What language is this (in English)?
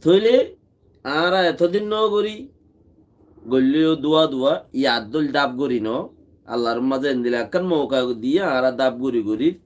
Rohingya